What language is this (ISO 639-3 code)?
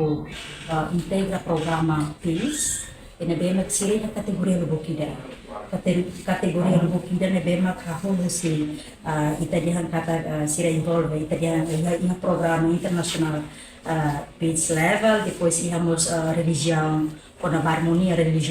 tet